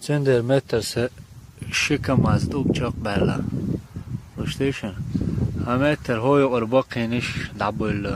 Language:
Chechen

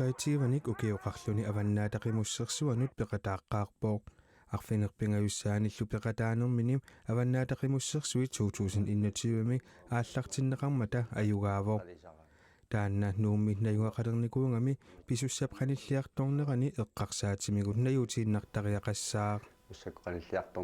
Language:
Kalaallisut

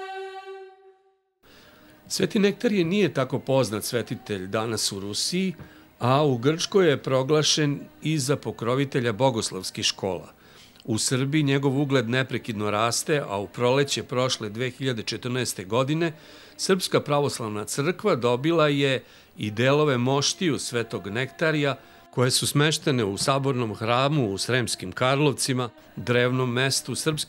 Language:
Serbian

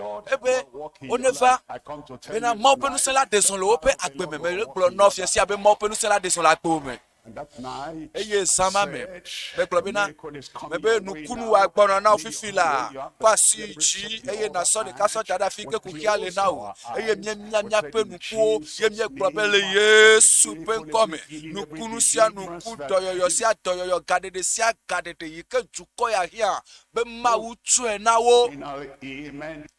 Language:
Ewe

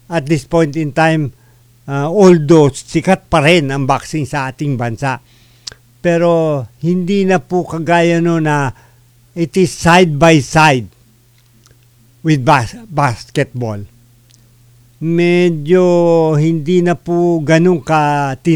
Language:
Filipino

